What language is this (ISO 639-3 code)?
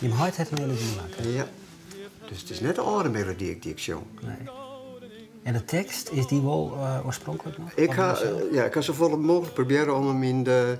fry